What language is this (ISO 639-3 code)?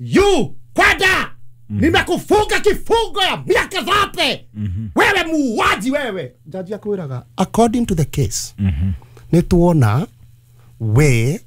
kik